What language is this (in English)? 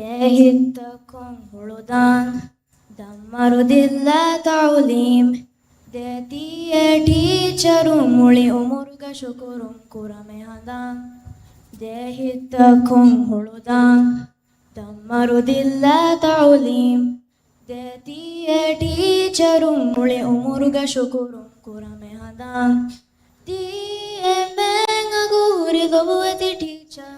Divehi